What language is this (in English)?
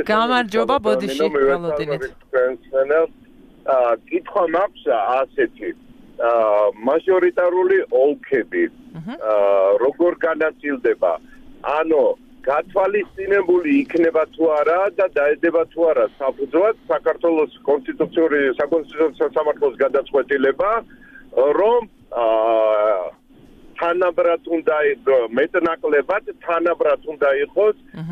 Georgian